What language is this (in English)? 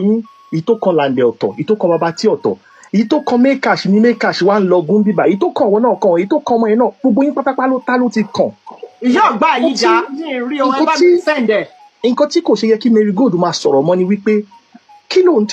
Yoruba